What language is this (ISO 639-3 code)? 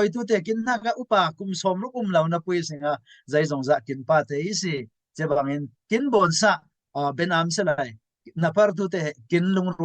cfm